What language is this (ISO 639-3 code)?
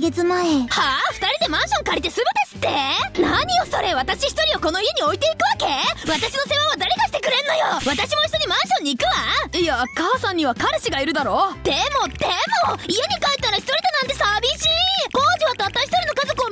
jpn